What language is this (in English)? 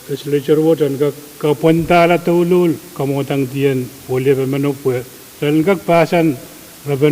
Pohnpeian